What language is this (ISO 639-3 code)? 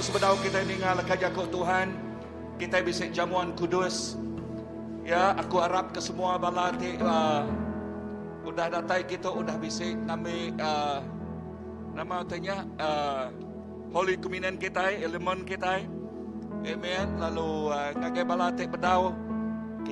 iba